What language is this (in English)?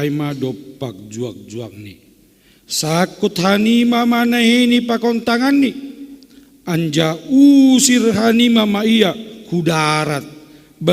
Batak Simalungun